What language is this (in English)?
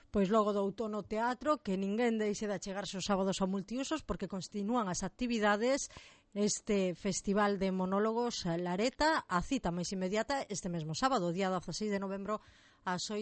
Galician